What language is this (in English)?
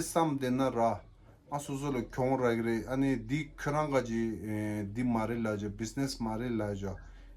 Tibetan